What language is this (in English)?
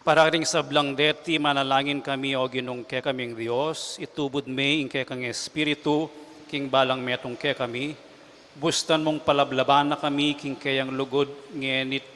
Pampanga